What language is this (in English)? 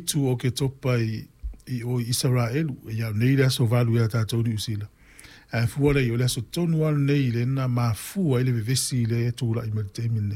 Samoan